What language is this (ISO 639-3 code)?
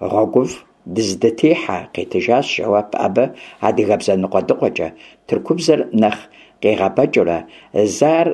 kbd